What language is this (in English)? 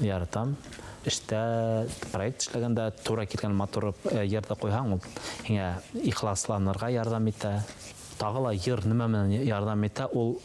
Bashkir